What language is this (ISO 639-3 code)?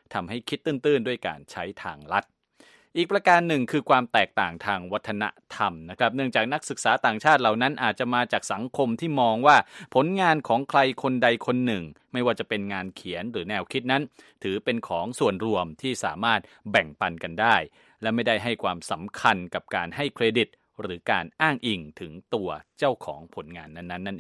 tha